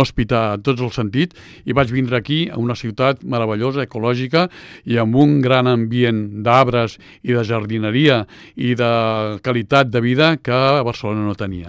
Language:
Catalan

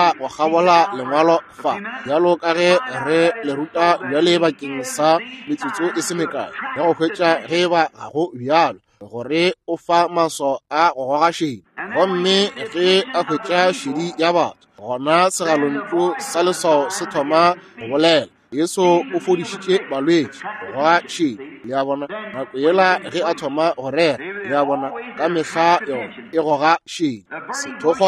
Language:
Northern Sotho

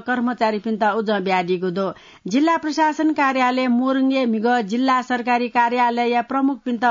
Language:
Newari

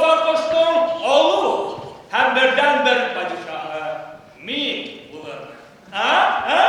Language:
Bashkir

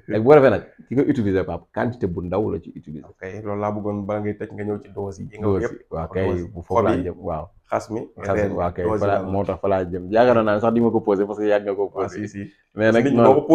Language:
Wolof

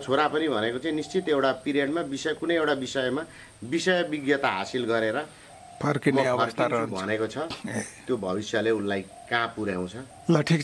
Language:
Nepali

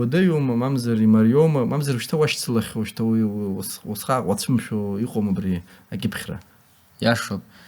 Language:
Abkhazian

